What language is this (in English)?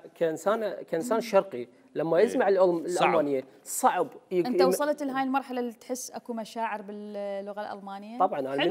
Mesopotamian Arabic